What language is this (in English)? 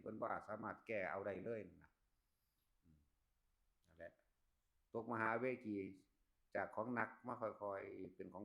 Northeastern Thai